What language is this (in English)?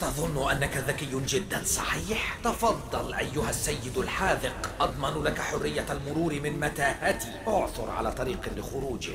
Arabic